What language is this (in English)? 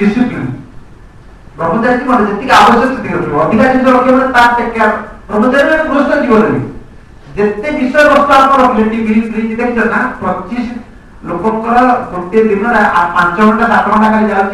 Odia